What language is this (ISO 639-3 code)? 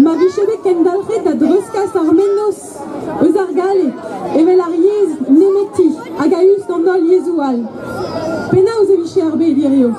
bre